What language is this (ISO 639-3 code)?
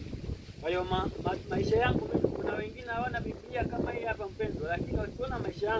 swa